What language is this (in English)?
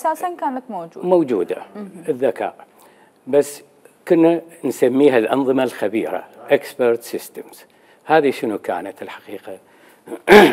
Mesopotamian Arabic